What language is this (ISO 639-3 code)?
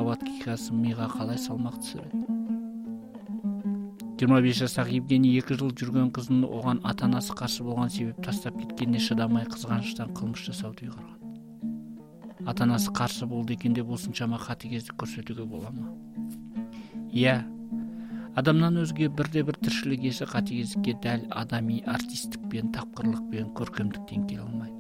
kaz